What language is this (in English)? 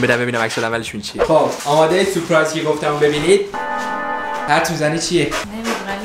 Persian